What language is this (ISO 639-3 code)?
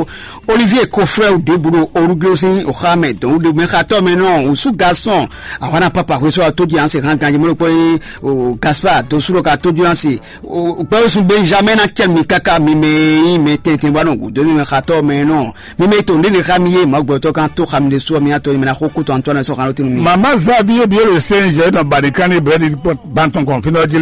fon